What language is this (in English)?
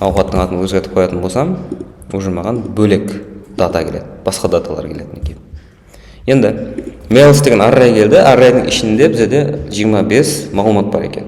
Kara-Kalpak